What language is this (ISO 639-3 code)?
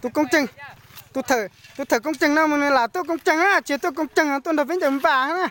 hmn